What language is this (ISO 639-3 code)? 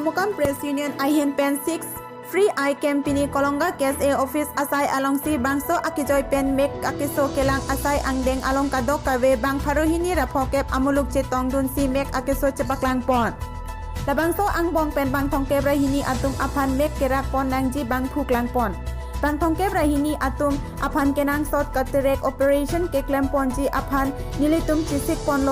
mjw